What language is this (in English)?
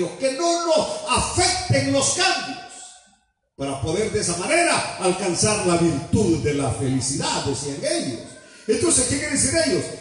Spanish